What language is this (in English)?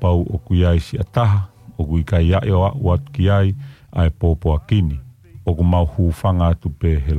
Tongan